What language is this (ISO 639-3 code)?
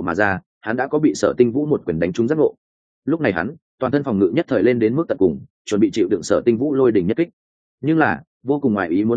vie